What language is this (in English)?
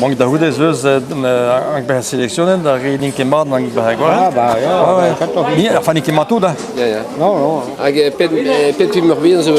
Breton